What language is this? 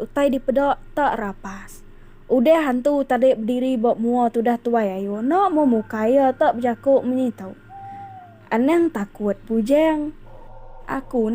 Iban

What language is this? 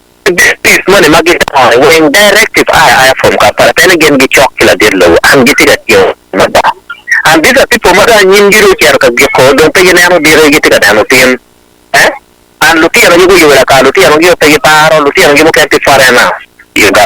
Acoli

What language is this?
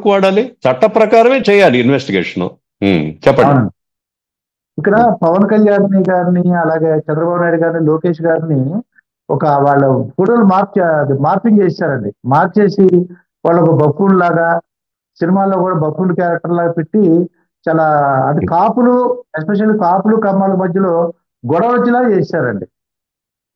Telugu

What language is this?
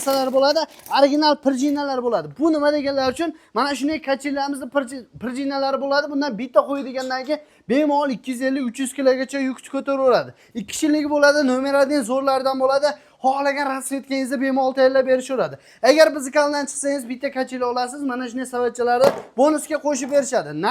Uzbek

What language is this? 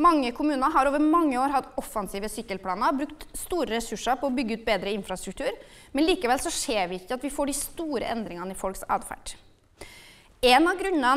Norwegian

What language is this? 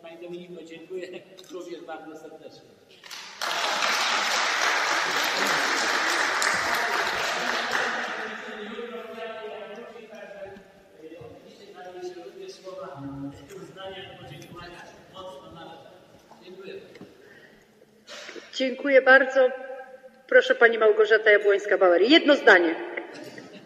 Polish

